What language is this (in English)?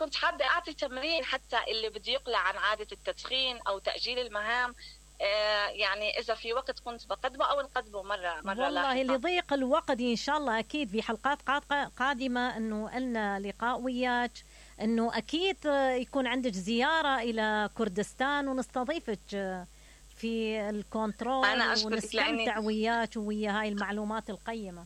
Mesopotamian Arabic